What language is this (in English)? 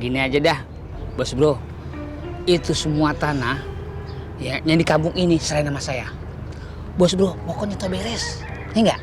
Betawi